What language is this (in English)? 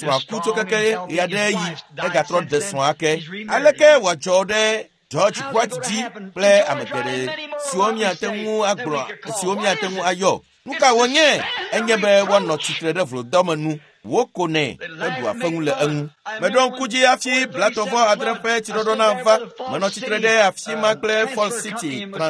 Ewe